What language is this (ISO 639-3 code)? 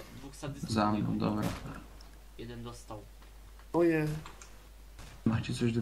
pol